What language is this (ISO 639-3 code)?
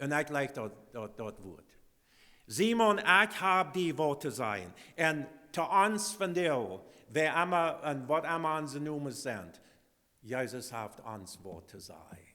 pdt